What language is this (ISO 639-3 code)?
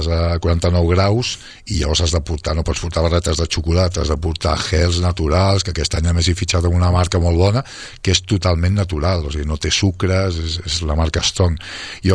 cat